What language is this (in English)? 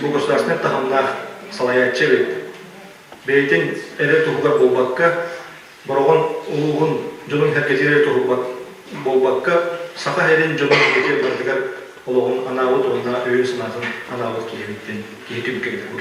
Yakut